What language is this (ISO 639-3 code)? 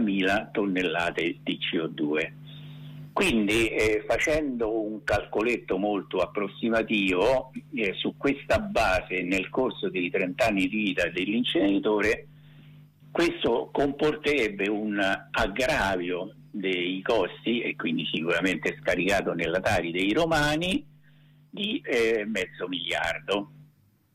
ita